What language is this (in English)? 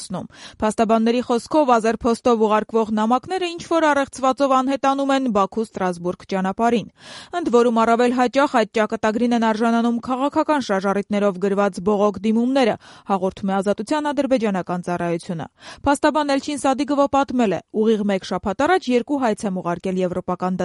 Armenian